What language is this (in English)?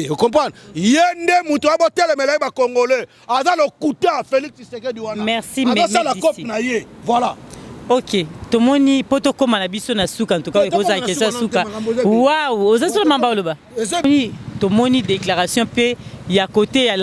Lingala